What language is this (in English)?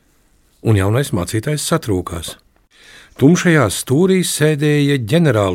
Latvian